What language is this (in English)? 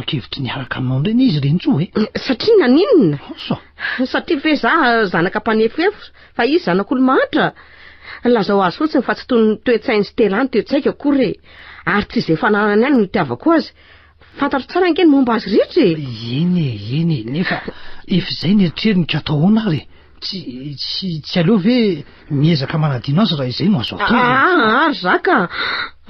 Malagasy